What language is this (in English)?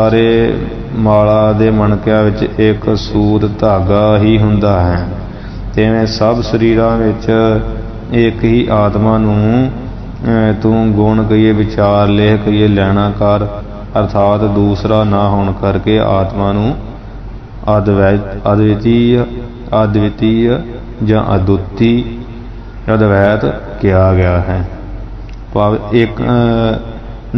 Punjabi